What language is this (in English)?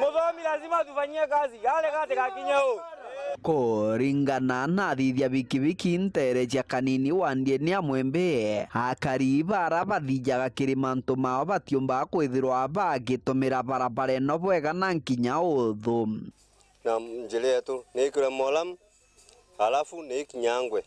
Meru